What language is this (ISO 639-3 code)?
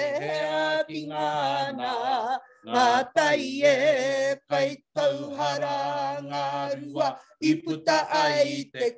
mri